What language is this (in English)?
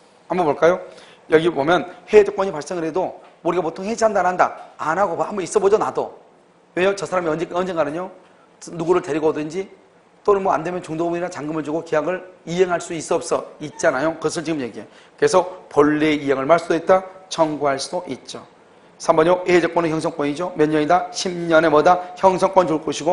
Korean